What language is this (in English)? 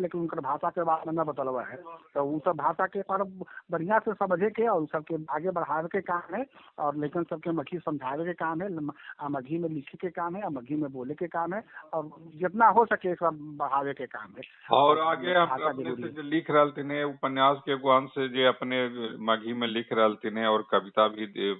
Magahi